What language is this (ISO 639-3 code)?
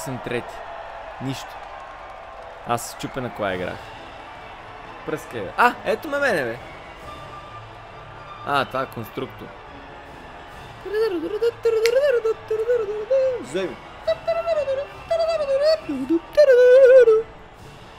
bul